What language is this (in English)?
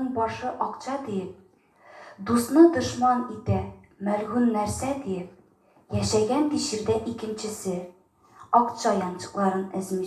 Tatar